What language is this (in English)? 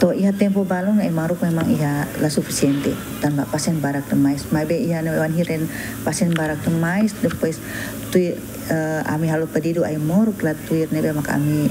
Tetum